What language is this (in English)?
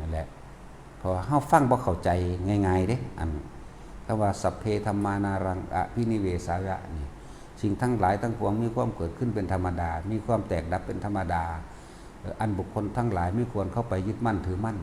Northeastern Thai